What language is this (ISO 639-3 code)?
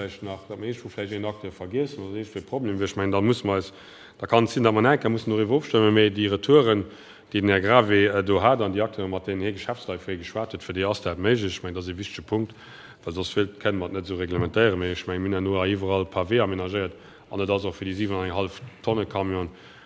ltz